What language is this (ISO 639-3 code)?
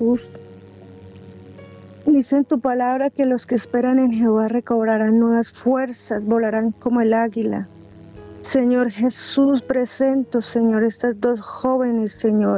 spa